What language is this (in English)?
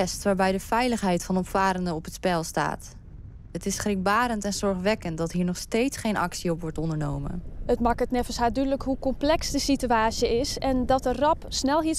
Western Frisian